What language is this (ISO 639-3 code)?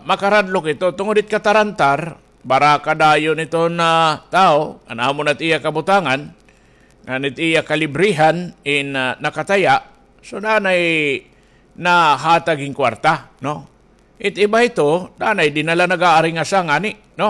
war